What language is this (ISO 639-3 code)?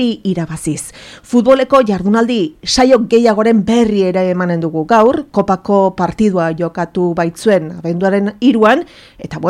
eus